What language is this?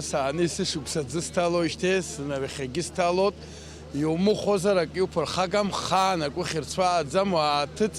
Abkhazian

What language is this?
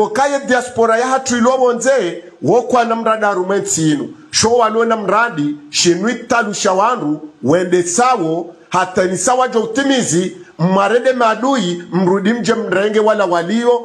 Swahili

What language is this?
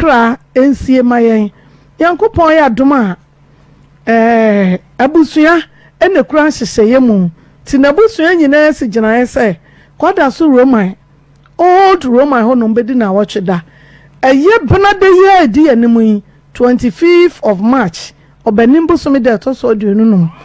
Akan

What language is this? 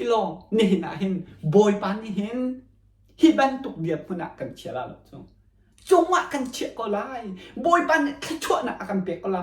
Hakha Chin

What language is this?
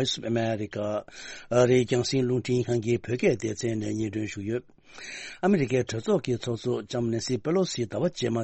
Tibetan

